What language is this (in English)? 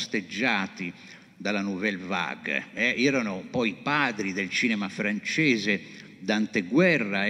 Italian